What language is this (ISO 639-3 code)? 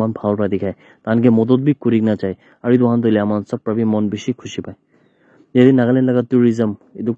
nag